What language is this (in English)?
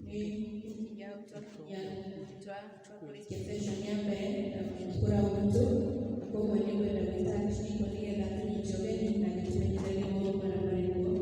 Kikuyu